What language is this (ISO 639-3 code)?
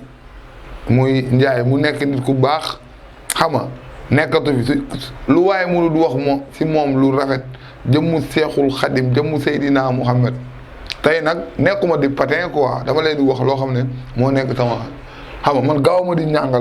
wol